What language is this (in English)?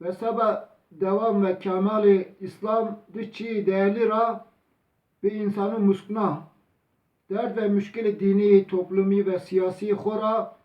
Zaza